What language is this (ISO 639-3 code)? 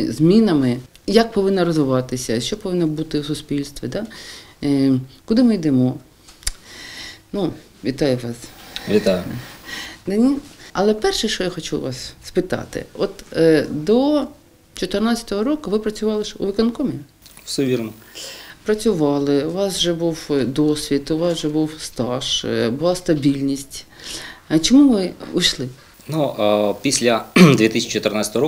ukr